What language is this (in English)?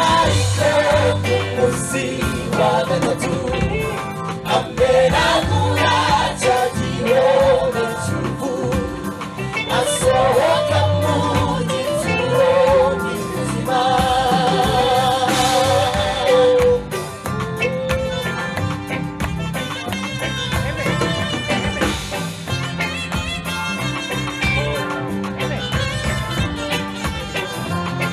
Kinyarwanda